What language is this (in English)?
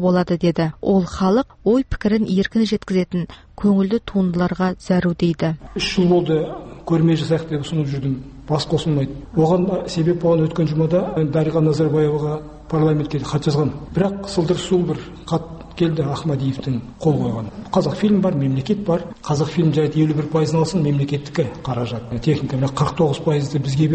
Kazakh